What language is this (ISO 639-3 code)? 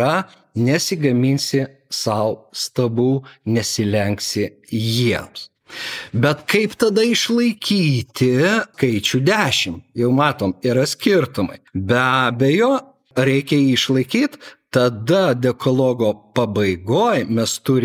lit